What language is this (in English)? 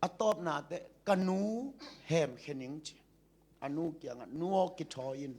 Tedim Chin